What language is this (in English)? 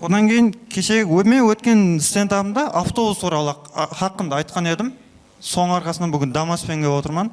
Kara-Kalpak